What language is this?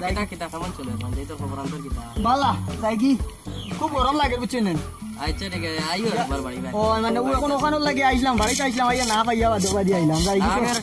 Sylheti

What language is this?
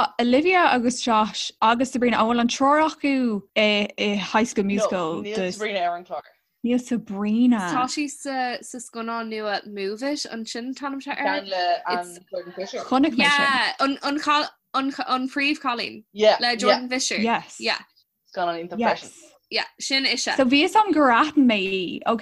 Irish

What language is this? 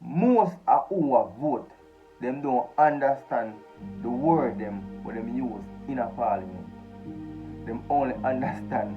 Jamaican Creole English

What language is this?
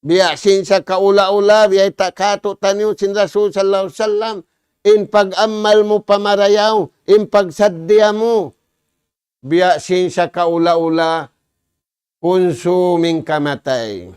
Tausug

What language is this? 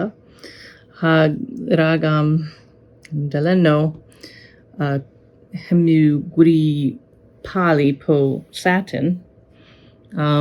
Cornish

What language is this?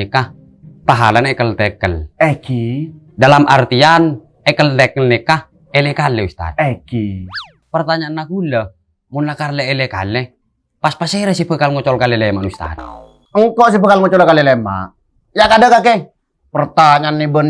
Madurese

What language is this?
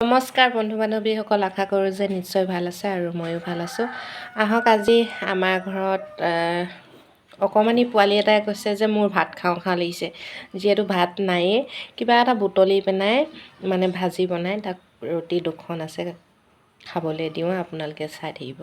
Assamese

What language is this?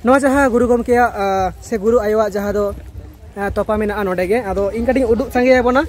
Santali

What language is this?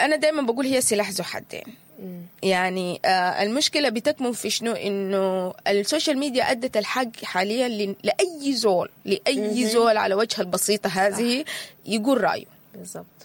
Sudanese Arabic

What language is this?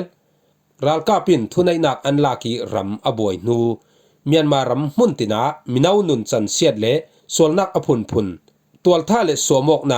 Falam Chin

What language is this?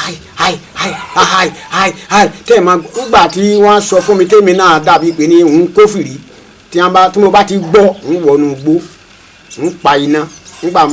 Yoruba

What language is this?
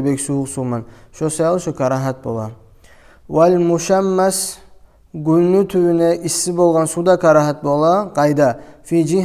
Kumyk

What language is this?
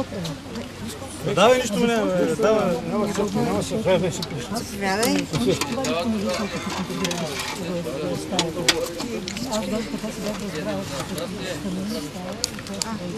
Bulgarian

